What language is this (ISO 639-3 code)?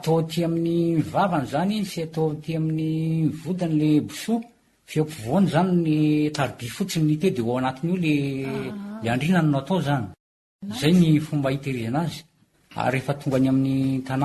mlg